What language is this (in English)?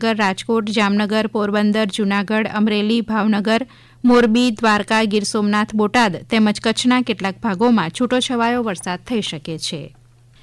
Gujarati